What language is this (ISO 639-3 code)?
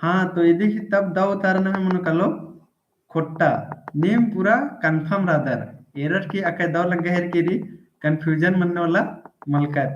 kru